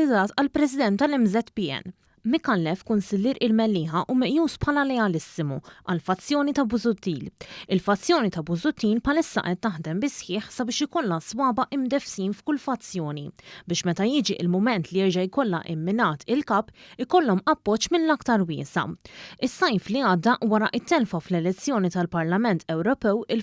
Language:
Maltese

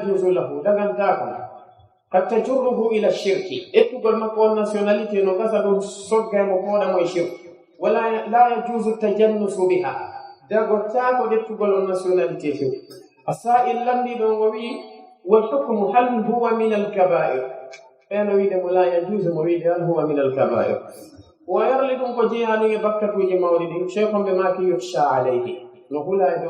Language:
Pular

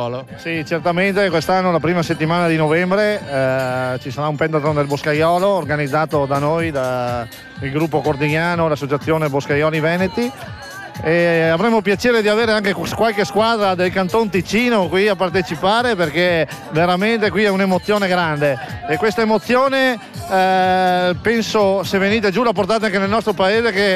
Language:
Italian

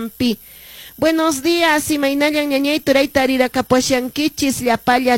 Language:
Quechua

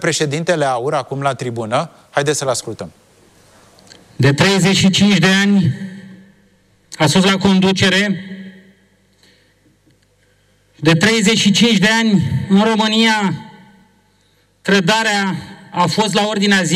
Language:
Romanian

